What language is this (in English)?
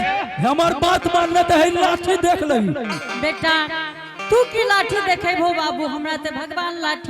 Angika